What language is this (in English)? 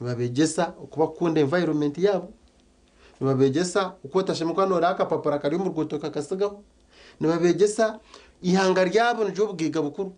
Nyankole